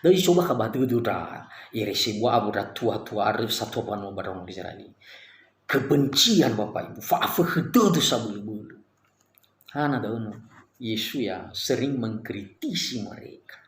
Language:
Nias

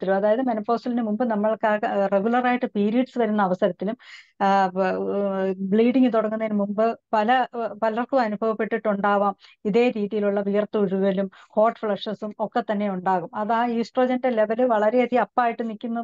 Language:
Malayalam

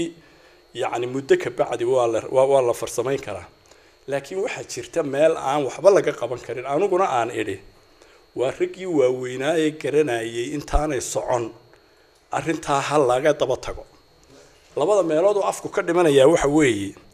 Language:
Somali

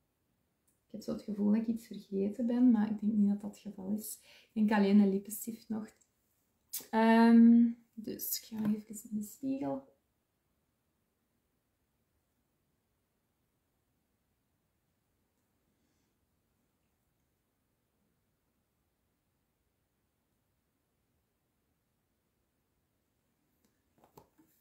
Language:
Dutch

